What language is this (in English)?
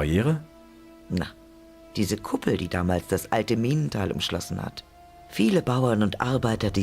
Bavarian